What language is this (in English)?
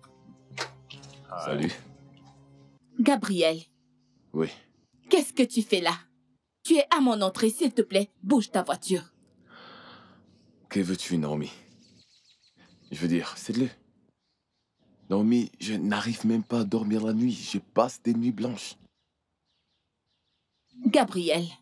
French